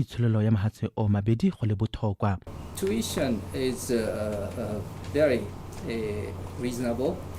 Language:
Tswana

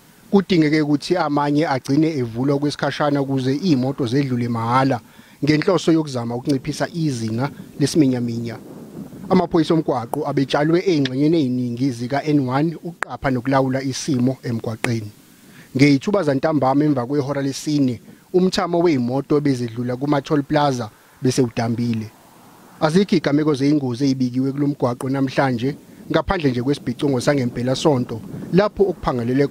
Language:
Zulu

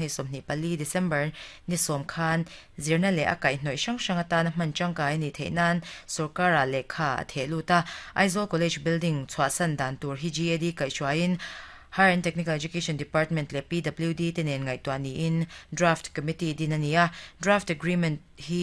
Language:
Mizo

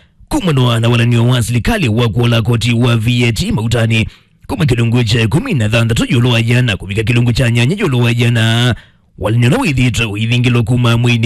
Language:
Kamba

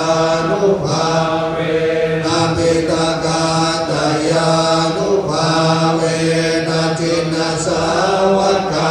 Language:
Pali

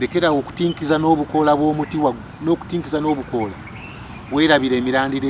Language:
Ganda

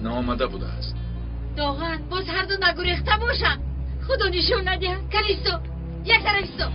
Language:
Tajik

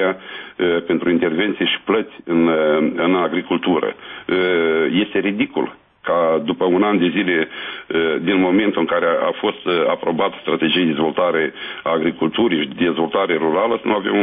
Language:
Romanian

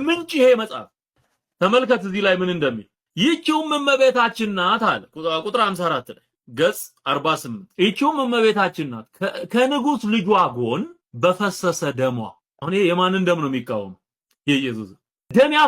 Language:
Amharic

